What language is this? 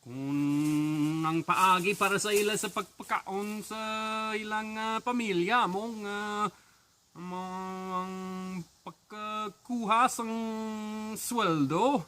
Hiligaynon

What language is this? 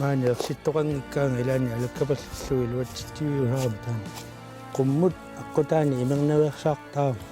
Kalaallisut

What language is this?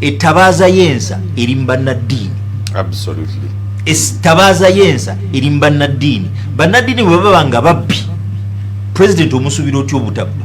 Ganda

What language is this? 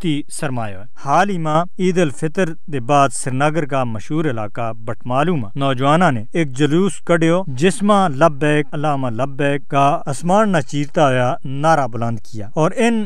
Gujari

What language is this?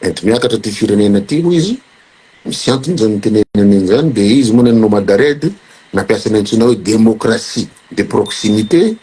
Malagasy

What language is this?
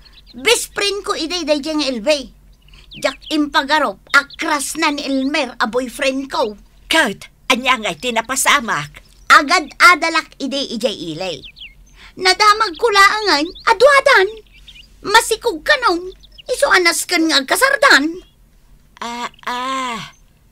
Iloko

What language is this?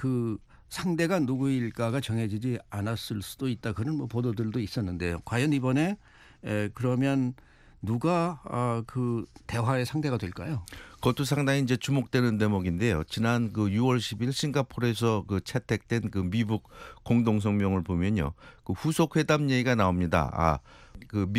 Korean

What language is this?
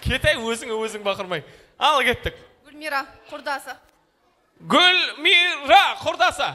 Kara-Kalpak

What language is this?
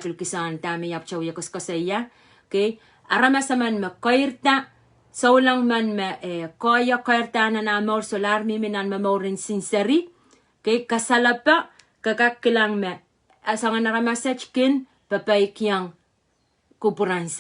Pohnpeian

